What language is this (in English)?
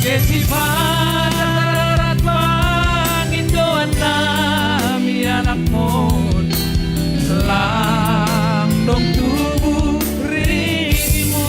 Batak Simalungun